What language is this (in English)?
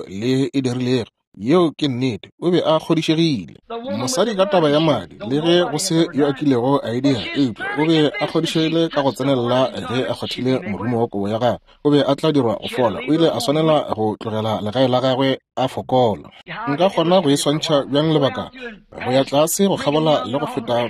Northern Sotho